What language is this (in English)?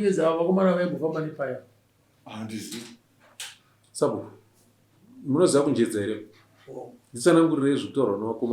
Shona